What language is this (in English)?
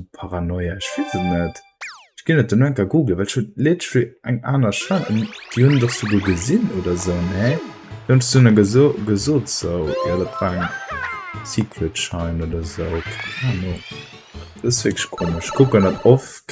Luxembourgish